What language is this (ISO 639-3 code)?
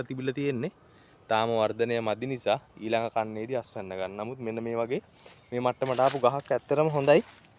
sin